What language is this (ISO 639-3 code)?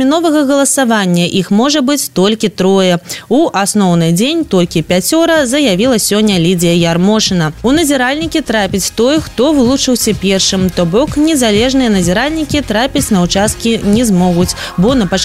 bel